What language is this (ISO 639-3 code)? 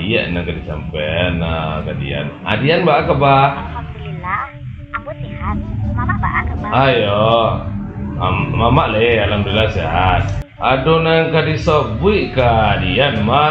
min